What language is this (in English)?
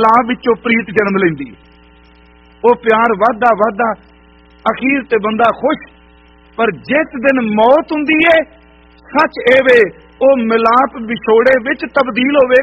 Punjabi